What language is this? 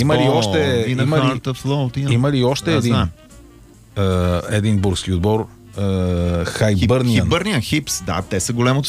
Bulgarian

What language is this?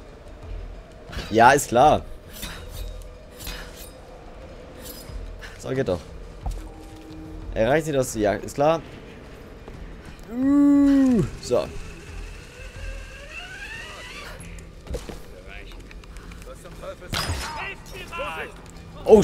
German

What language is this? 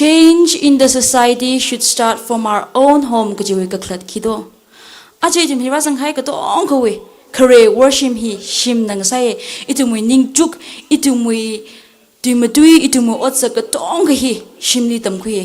Tangkhul Naga (India)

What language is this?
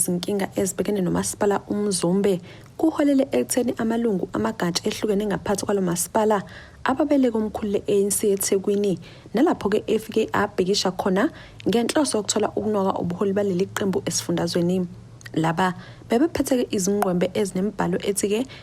Zulu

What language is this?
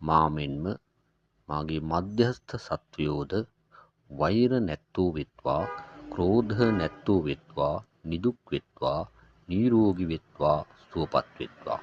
Sinhala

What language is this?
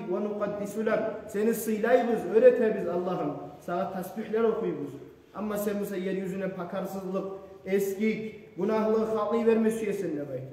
Kumyk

